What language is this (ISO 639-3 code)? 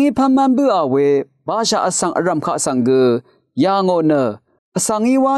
raw